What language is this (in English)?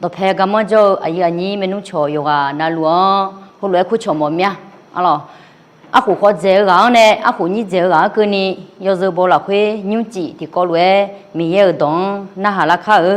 Akha